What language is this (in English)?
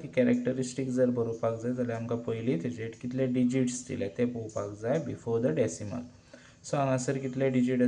Konkani